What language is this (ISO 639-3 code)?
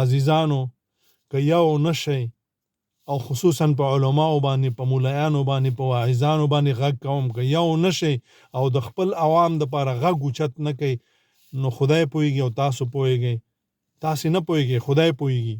pus